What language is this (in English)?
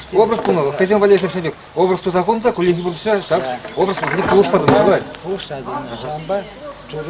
Chuvash